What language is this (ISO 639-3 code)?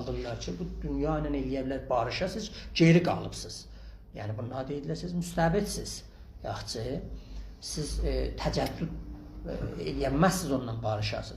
azb